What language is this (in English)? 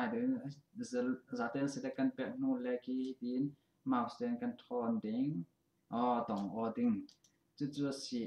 Falam Chin